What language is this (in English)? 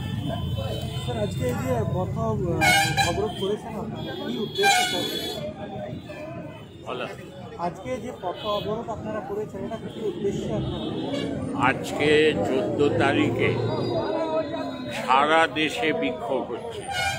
Bangla